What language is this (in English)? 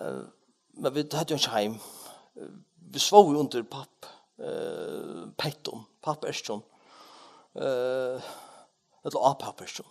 Faroese